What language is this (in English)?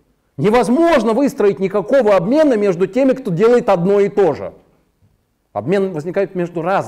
Russian